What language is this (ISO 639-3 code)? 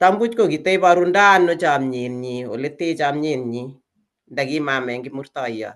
kln